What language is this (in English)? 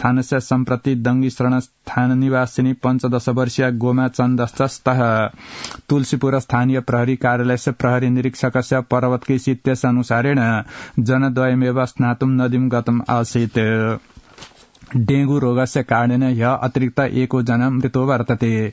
Sanskrit